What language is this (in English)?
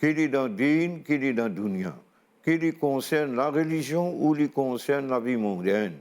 Morisyen